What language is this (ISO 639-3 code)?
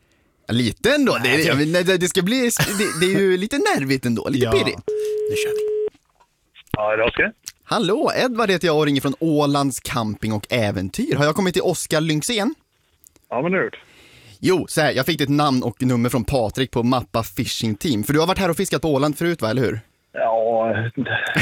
swe